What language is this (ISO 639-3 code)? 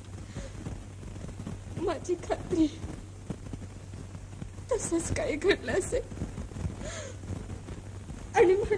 mar